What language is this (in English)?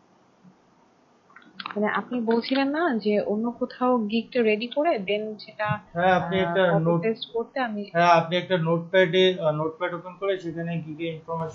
Bangla